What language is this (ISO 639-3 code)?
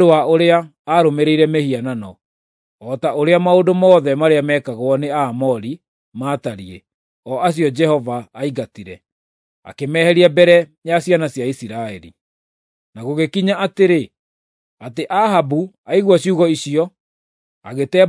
kik